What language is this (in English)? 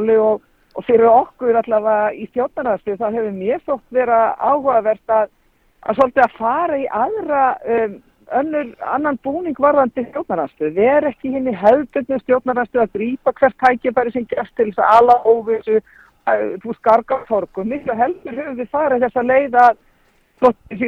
Icelandic